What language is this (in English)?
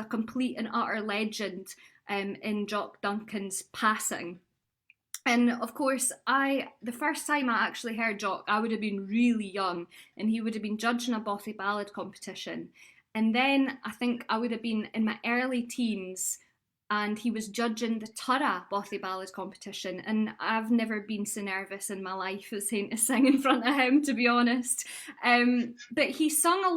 Scots